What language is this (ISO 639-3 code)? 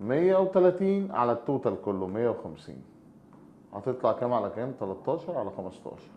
arz